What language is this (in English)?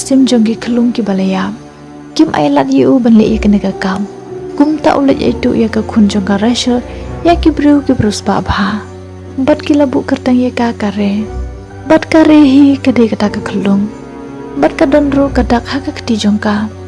Khasi